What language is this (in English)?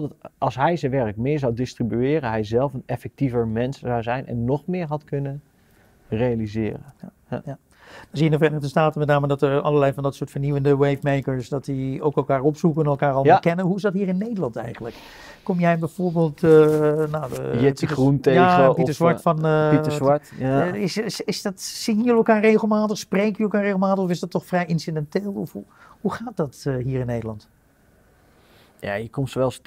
Dutch